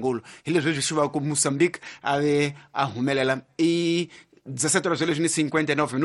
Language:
Tsonga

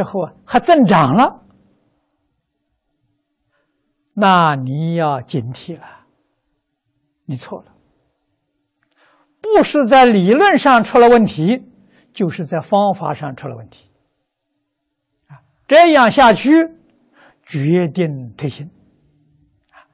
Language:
Chinese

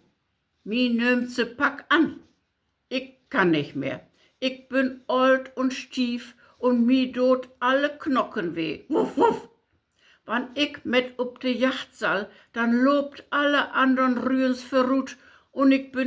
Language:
Low German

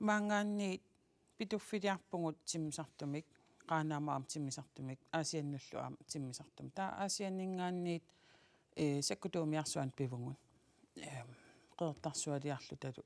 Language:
Kalaallisut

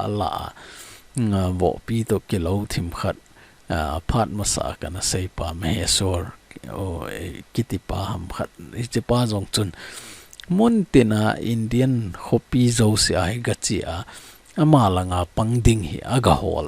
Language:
Thado Chin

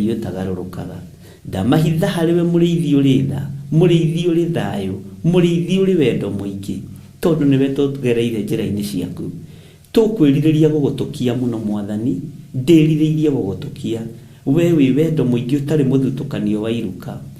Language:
Kikuyu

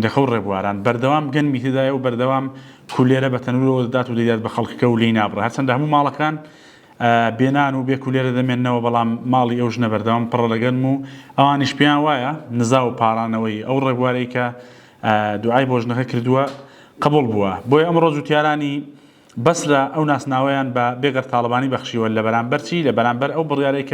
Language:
Central Kurdish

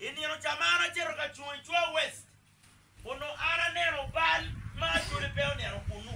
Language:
Acoli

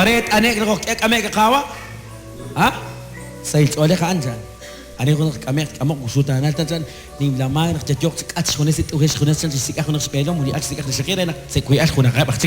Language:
Kekchí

